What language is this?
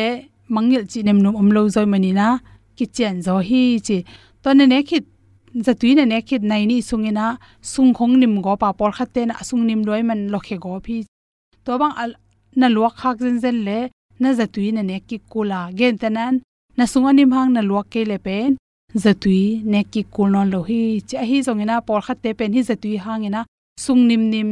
Tedim Chin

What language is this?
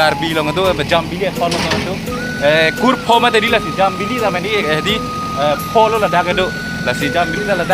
Karbi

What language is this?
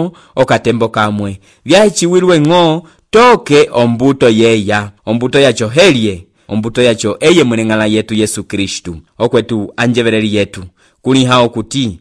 Umbundu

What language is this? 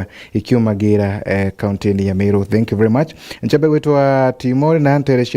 Meru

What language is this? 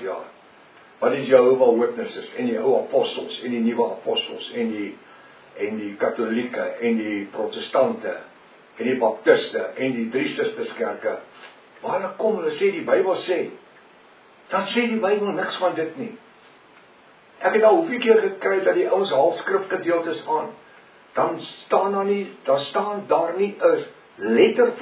Afrikaans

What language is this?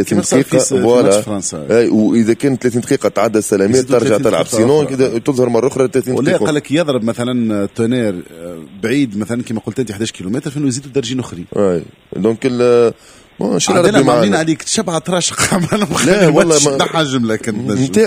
Tunisian Arabic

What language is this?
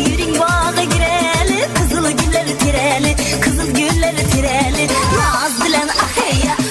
Kara-Kalpak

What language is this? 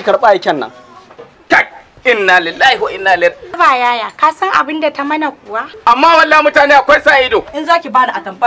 Hausa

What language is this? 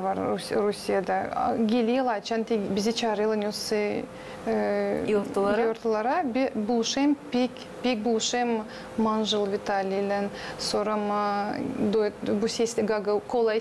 Gagauz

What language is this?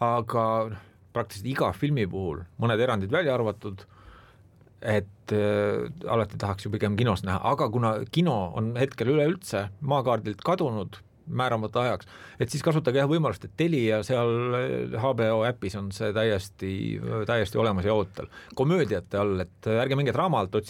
Estonian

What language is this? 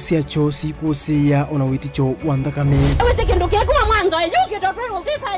Kamba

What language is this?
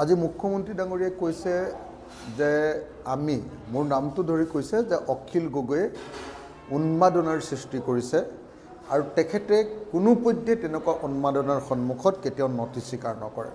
Assamese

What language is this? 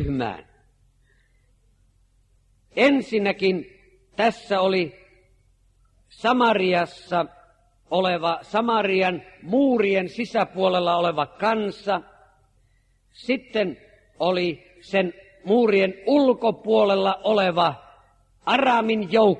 Finnish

